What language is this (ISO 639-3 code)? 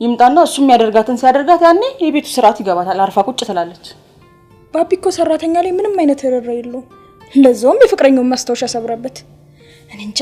amh